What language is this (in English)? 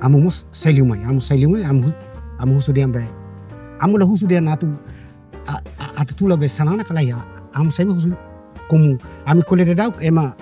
Tetum